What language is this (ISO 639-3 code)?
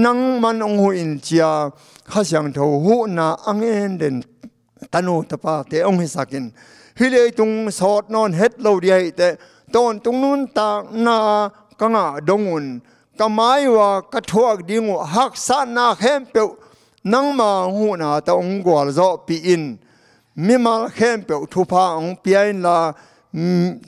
ctd